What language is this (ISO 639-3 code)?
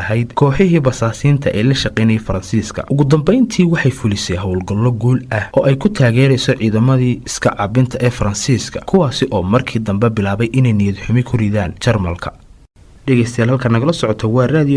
som